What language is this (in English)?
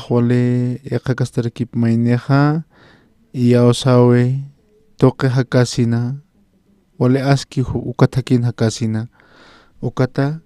Aymara